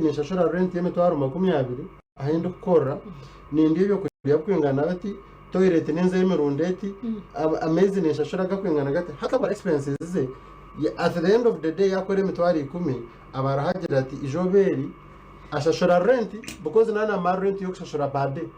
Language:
Nyankole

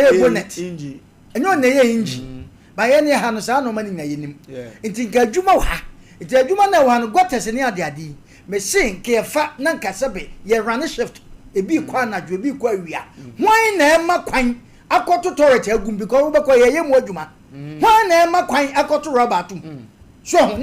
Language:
Akan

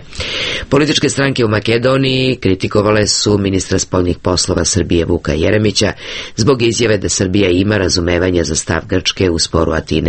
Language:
Serbian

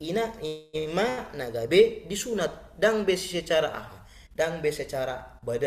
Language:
Batak Toba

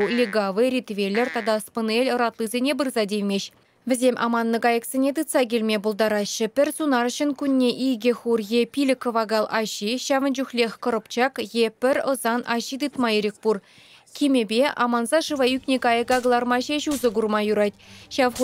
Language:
Chuvash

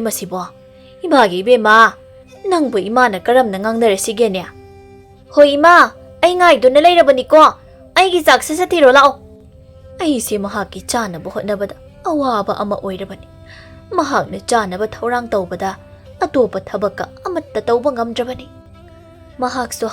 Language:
Manipuri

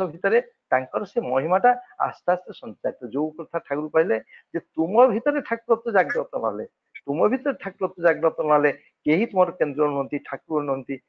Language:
Odia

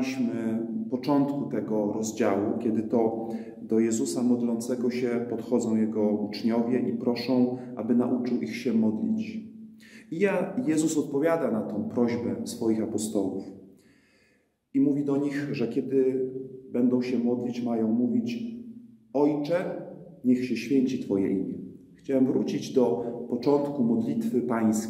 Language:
Polish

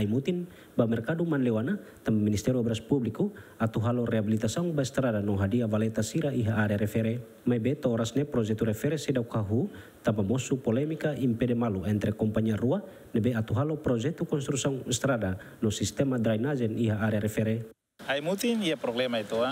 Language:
Tetum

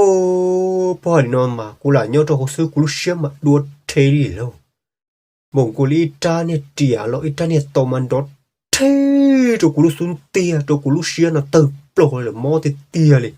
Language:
Hmong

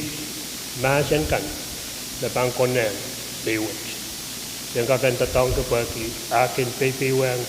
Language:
Pohnpeian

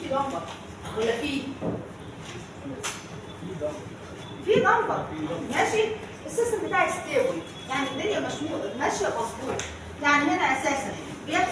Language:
Egyptian Arabic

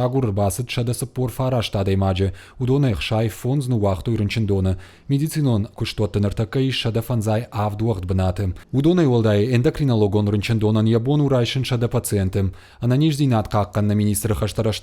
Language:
Ossetic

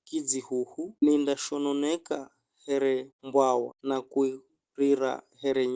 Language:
Giryama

